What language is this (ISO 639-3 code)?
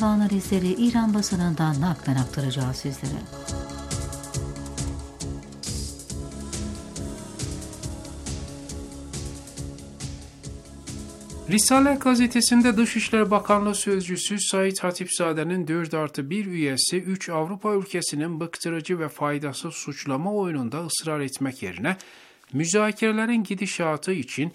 tur